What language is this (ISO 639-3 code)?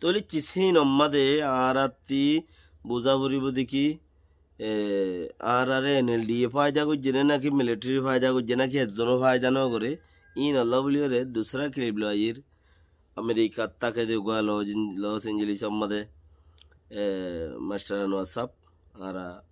rhg